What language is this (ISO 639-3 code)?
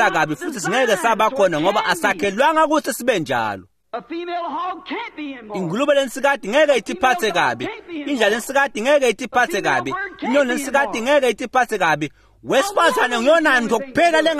ssw